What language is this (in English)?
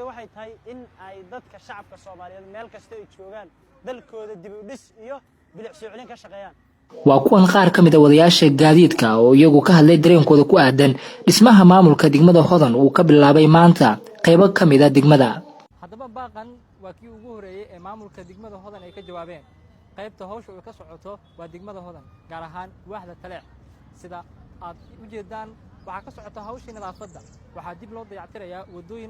Somali